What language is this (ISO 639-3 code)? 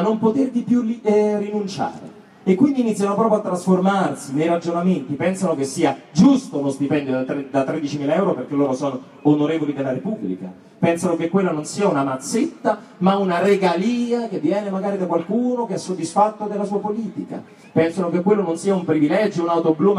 ita